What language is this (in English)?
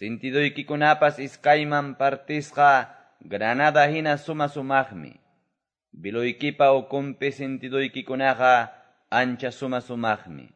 Quechua